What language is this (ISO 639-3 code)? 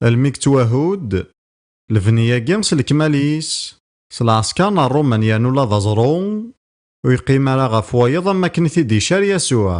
kab